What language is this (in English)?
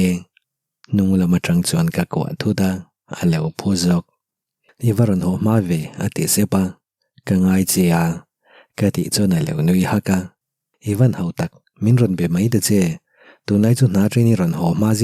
Mizo